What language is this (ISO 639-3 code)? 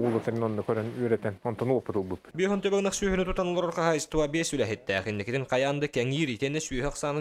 sah